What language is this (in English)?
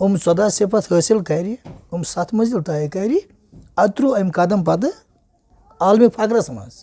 Kashmiri